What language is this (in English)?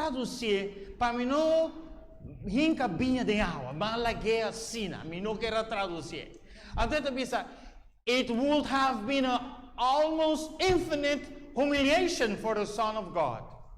Papiamento